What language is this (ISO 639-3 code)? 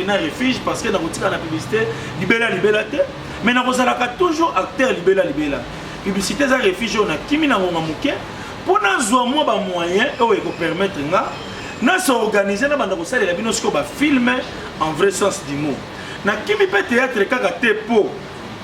lin